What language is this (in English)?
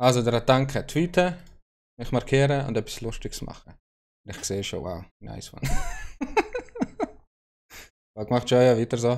Swiss German